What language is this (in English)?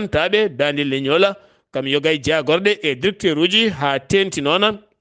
Fula